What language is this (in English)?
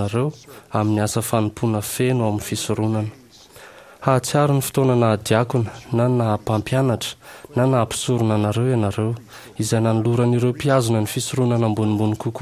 Malagasy